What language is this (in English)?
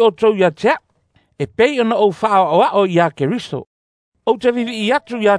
Samoan